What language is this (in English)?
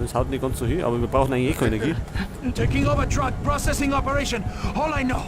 Bavarian